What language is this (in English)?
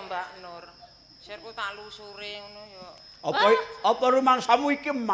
Javanese